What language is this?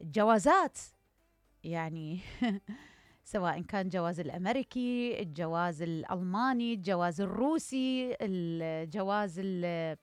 Mesopotamian Arabic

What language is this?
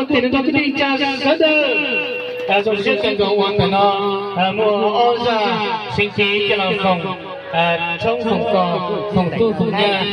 Hmong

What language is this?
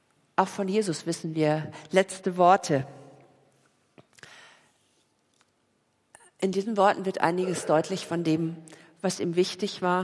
German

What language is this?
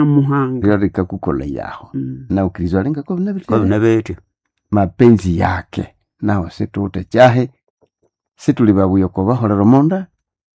Nande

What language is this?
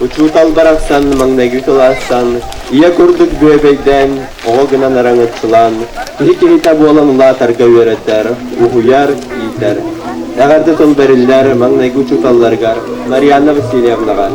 Yakut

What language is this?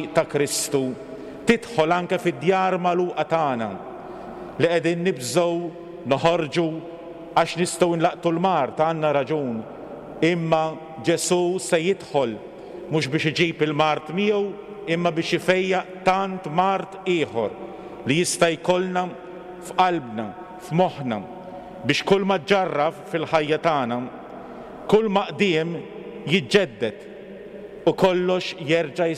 Maltese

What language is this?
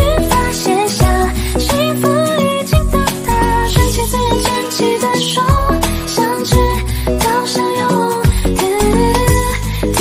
Chinese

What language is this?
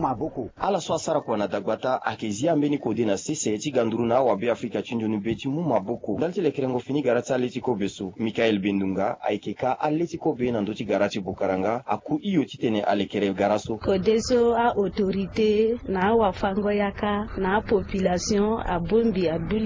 Sango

